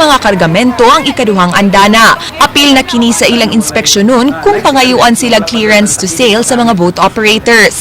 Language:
Cebuano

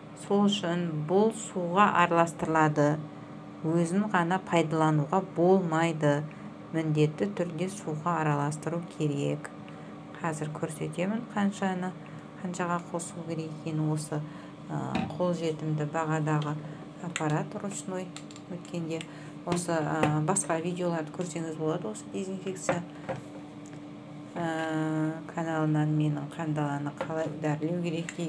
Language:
Kazakh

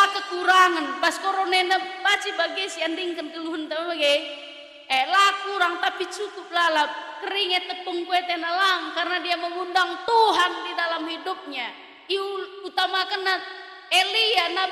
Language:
Batak Karo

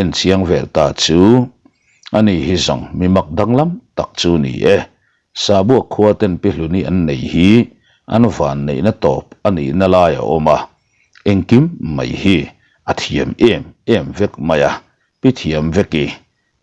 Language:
Mizo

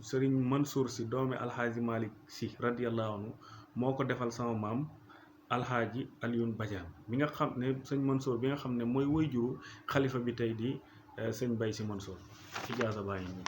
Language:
Wolof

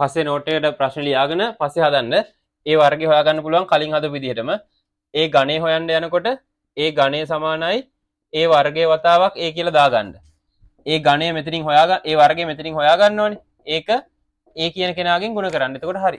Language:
Sinhala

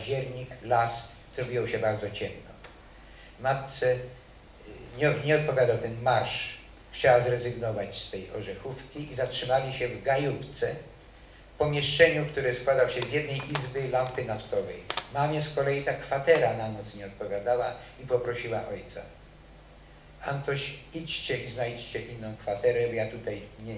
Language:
Polish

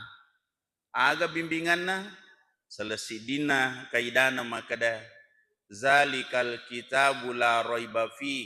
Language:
Buginese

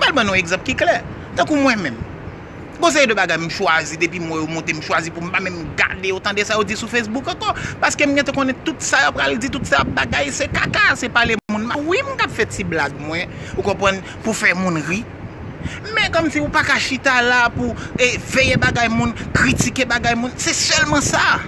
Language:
Haitian Creole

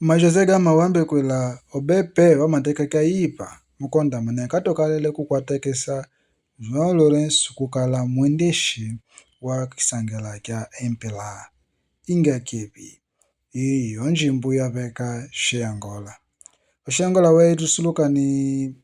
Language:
Kimbundu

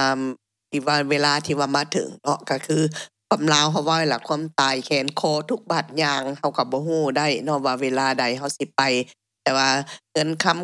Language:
Lao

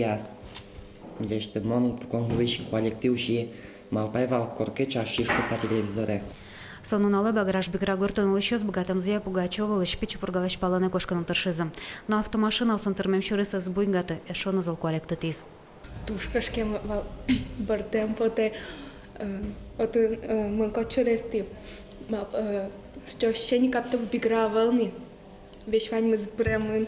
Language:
Udmurt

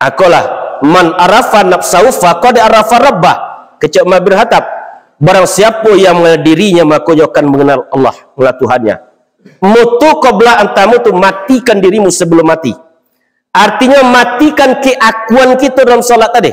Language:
Minangkabau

